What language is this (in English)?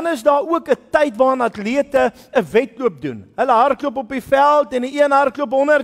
Afrikaans